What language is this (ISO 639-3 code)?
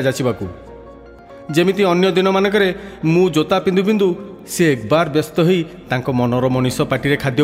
ori